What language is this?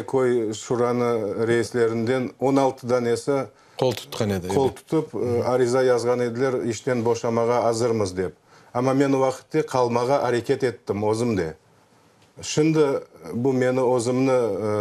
Crimean Tatar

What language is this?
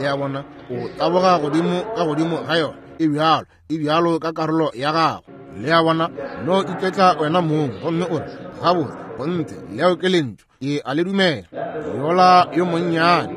Northern Sotho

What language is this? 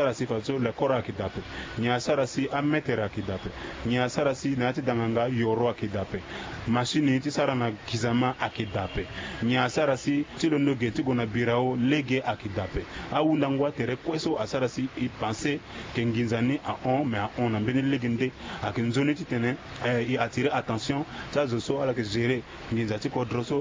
Sango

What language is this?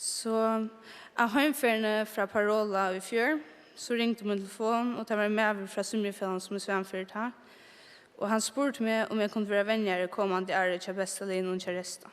Faroese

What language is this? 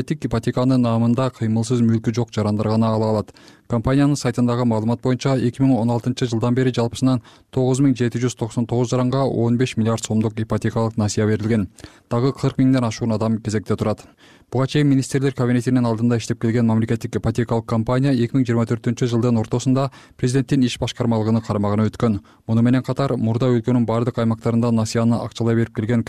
Kyrgyz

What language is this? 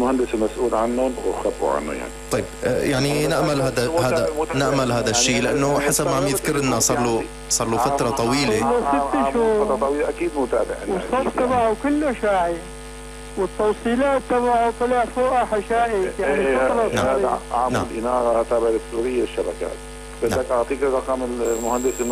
North Levantine Arabic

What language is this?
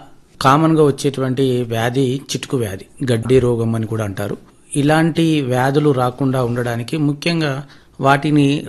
Telugu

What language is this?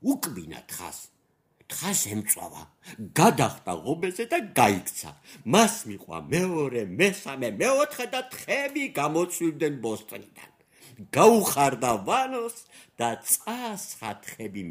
Georgian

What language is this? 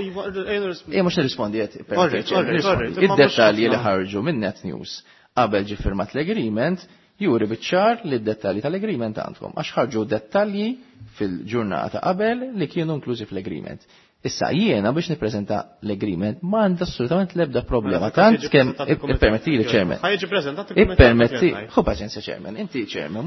Maltese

